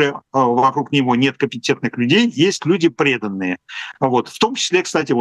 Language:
Russian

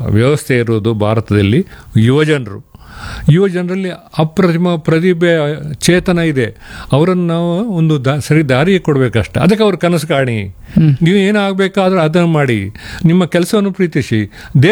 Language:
Kannada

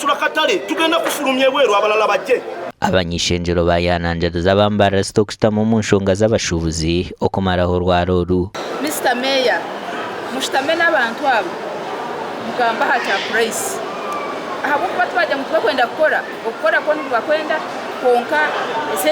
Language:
Nyankole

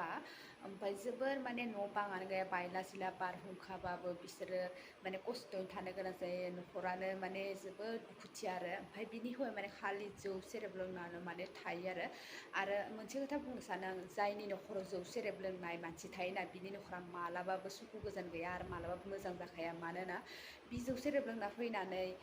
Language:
Bodo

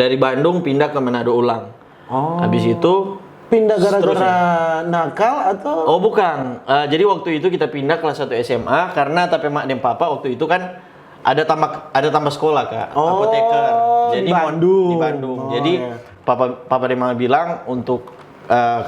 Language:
Manado Malay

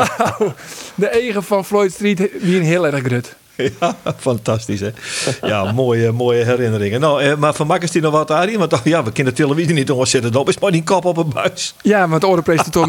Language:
Western Frisian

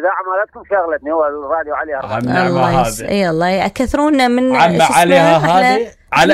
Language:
Mesopotamian Arabic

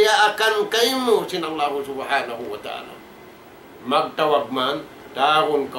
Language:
Tausug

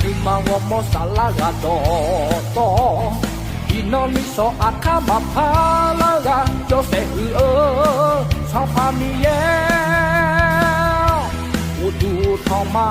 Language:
Akha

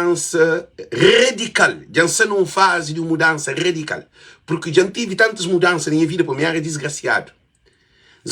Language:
Kabuverdianu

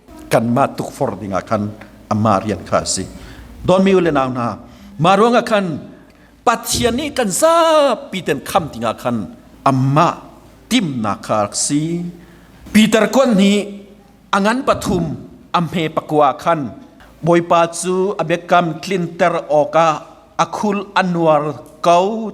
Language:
Hakha Chin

